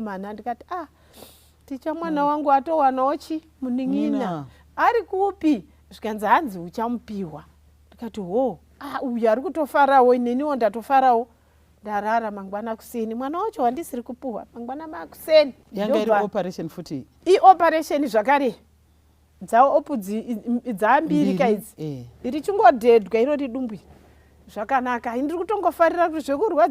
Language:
Shona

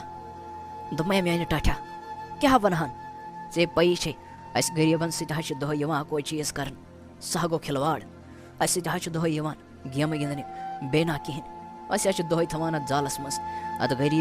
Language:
Kashmiri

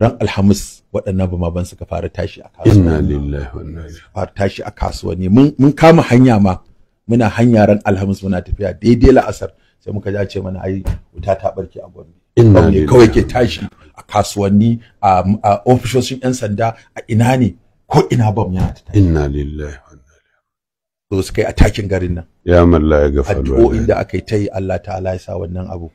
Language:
Hausa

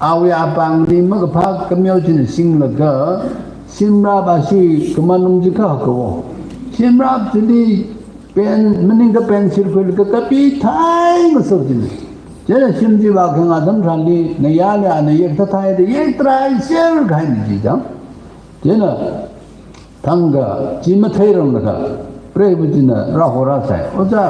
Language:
Tangkhul Naga (India)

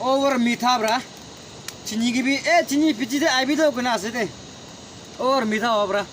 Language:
Naga Pidgin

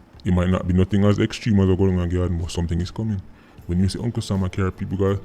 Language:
Jamaican Creole English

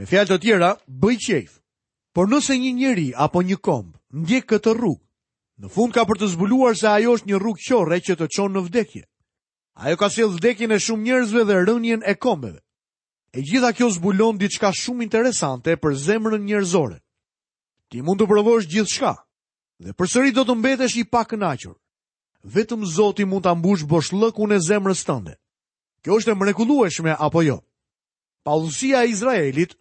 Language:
Albanian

